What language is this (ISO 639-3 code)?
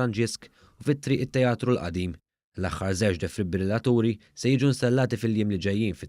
mlt